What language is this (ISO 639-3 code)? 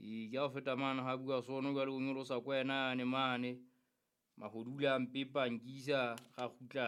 sot